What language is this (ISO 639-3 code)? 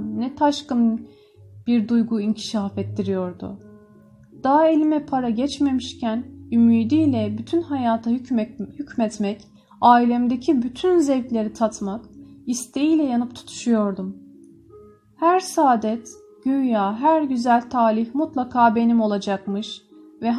tur